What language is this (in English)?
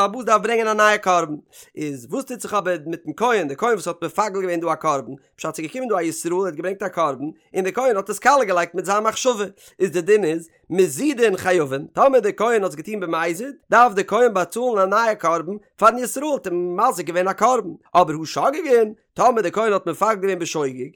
Yiddish